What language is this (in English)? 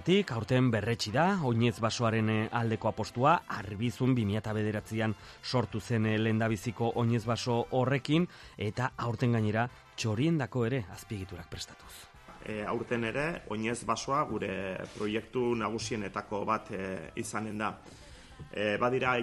Basque